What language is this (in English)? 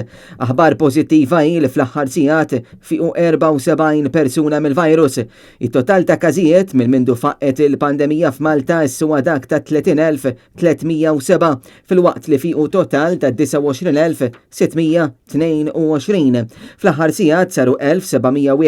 Maltese